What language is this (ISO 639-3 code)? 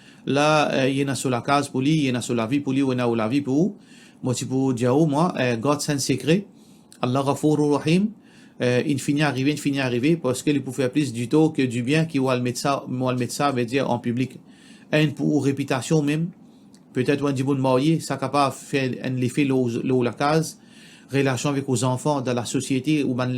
mfe